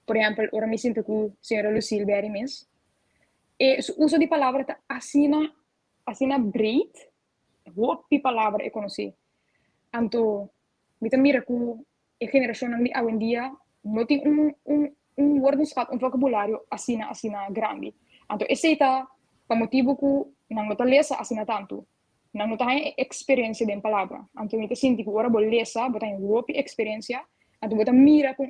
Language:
Papiamento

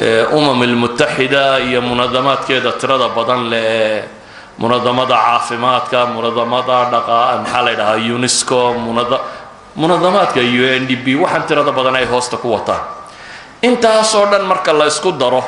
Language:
Somali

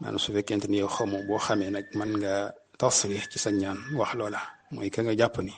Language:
Wolof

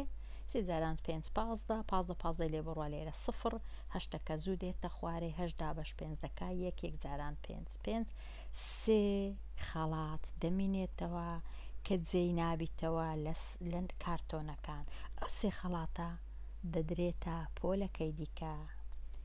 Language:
Central Kurdish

